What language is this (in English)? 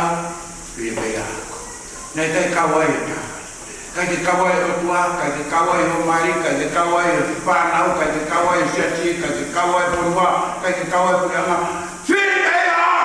Tongan